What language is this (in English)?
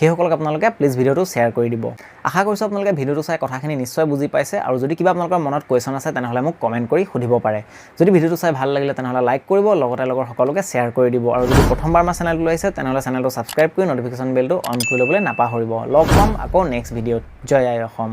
Assamese